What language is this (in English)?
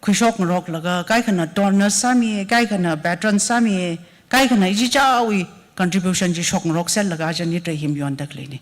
Tangkhul Naga (India)